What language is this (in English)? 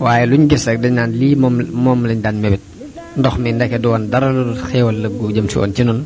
Wolof